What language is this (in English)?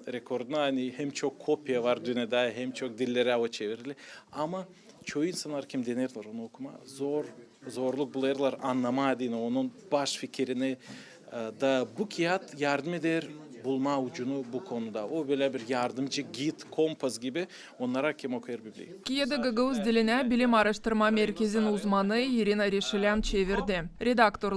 Gagauz